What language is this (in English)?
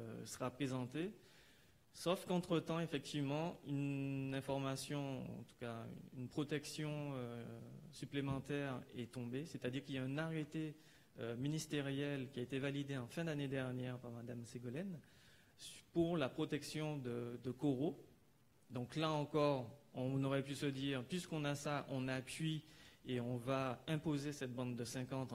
French